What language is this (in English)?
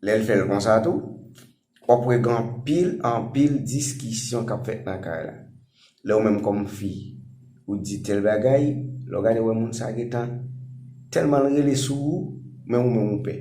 Haitian Creole